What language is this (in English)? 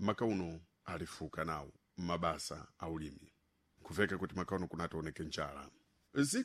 Sena